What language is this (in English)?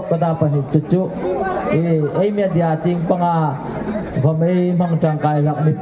Hmar